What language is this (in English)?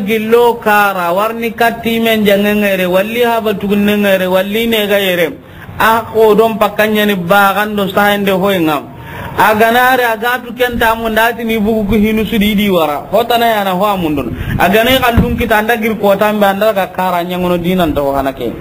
Soninke